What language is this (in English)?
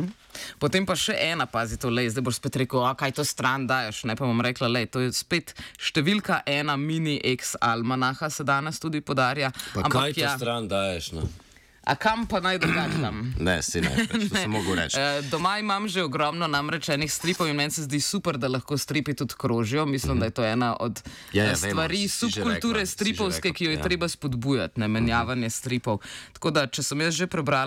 Slovenian